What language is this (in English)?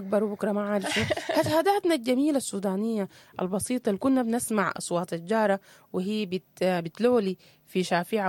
Sudanese Arabic